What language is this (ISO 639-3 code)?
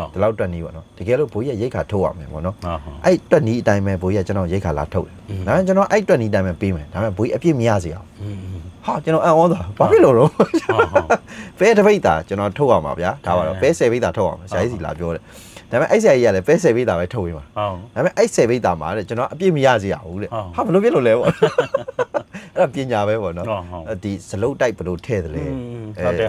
mya